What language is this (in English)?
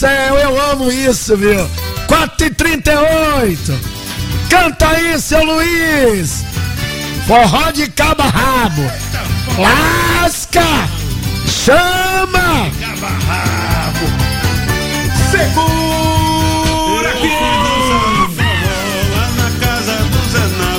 Portuguese